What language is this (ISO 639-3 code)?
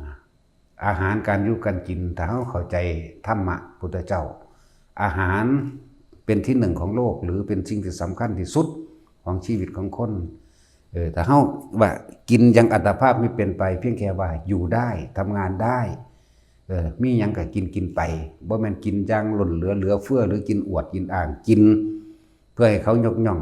tts